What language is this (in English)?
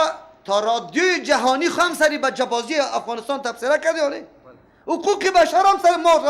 Persian